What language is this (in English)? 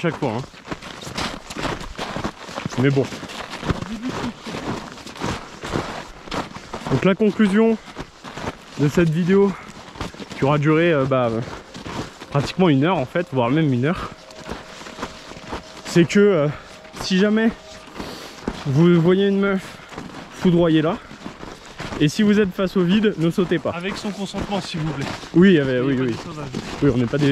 French